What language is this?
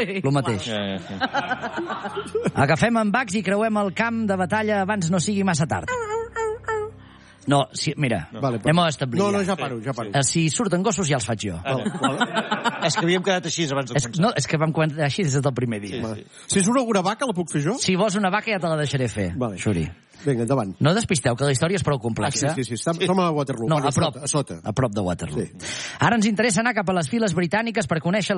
Catalan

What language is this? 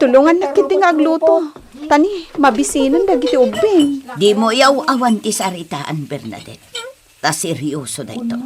Iloko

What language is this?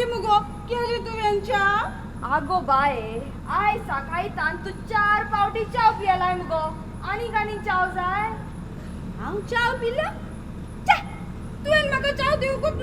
Konkani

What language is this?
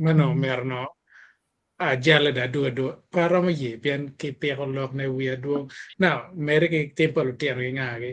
Acoli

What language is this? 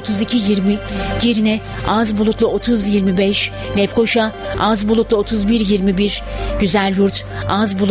Turkish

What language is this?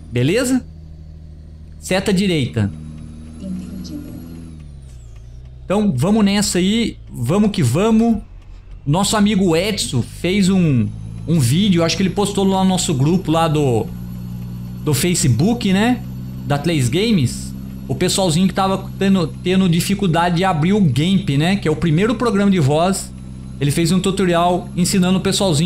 Portuguese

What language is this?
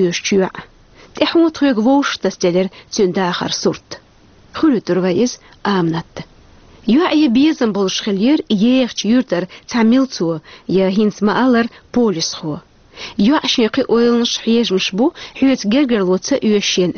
Chechen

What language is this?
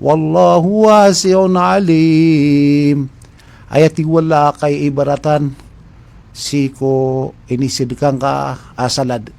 Maranao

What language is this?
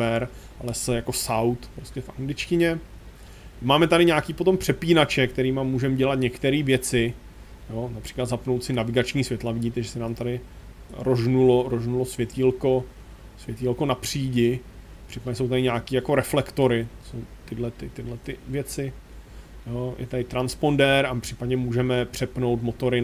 Czech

